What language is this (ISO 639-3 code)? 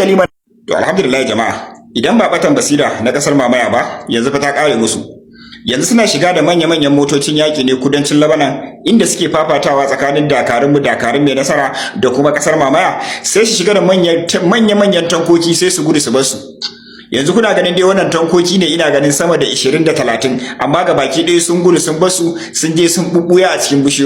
hau